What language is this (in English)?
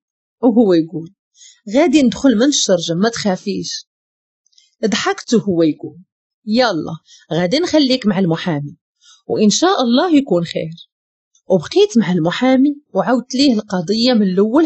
Moroccan Arabic